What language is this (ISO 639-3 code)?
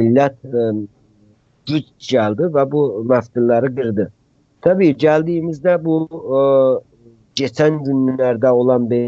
azb